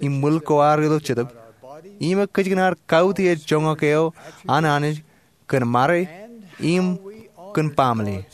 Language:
Marshallese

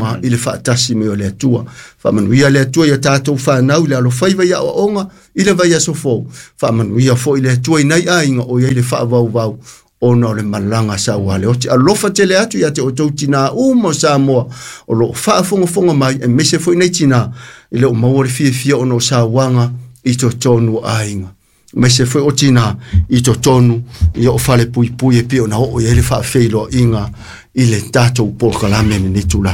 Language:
Samoan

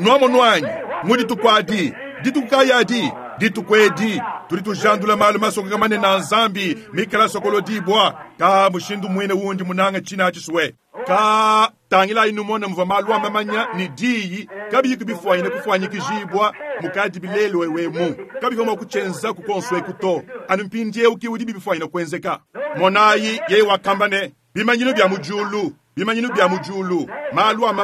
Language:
Luba-Lulua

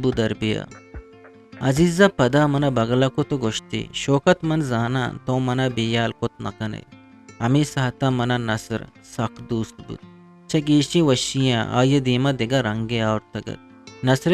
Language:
Eastern Balochi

